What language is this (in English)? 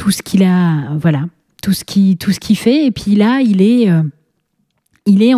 French